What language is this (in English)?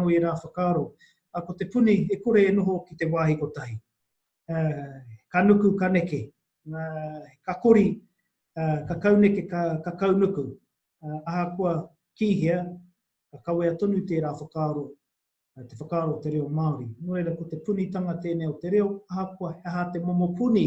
Māori